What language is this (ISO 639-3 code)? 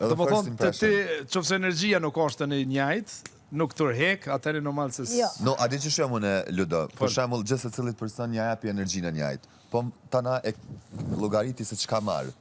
sqi